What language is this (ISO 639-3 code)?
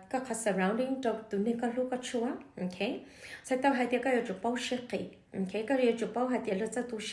hmn